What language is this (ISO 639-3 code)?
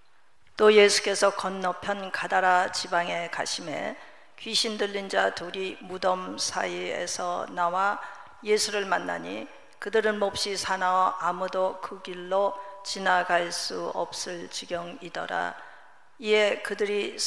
kor